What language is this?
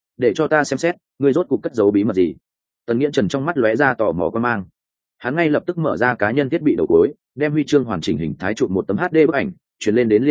Vietnamese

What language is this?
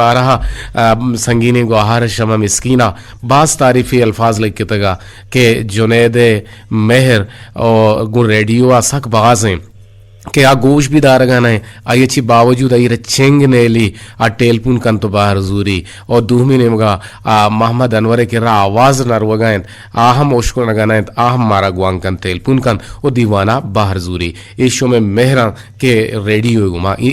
Eastern Balochi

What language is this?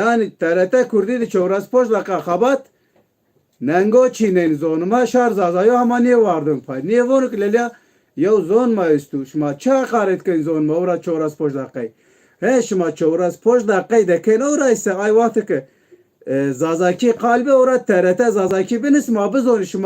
Zaza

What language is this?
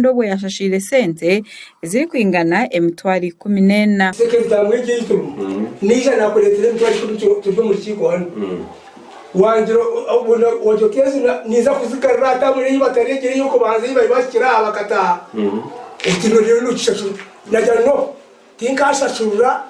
Nyankole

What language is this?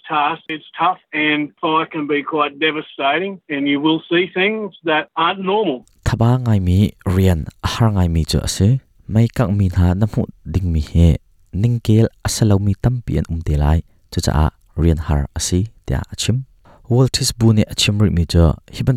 Hakha Chin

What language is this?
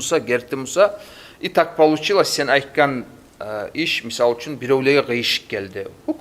Kumyk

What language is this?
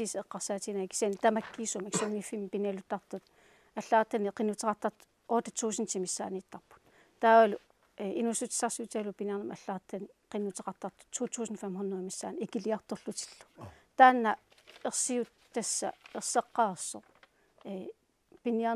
Kalaallisut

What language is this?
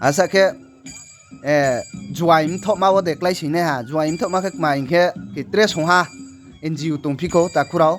Riang (India)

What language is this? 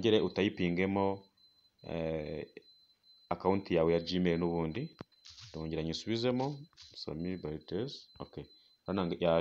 Kinyarwanda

